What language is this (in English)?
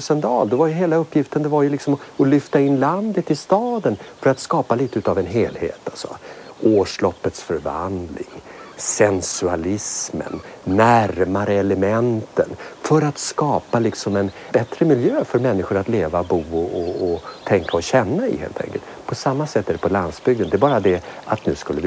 Swedish